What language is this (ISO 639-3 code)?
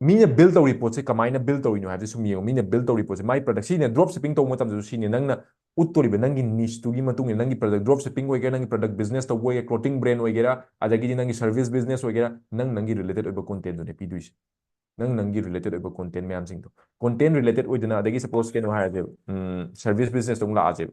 mni